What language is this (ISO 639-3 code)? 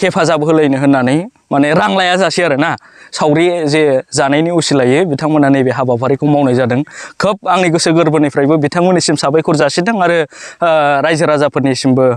brx